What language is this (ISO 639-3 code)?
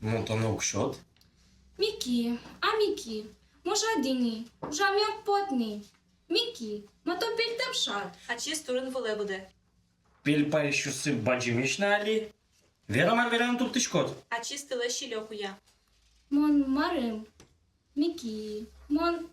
udm